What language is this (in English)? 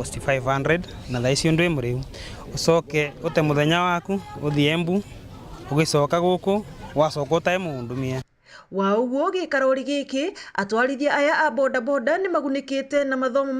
Meru